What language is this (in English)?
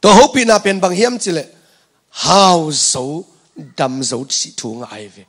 Tedim Chin